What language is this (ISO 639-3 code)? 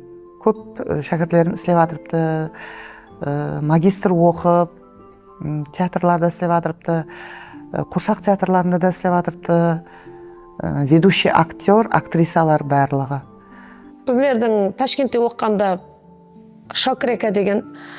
kaa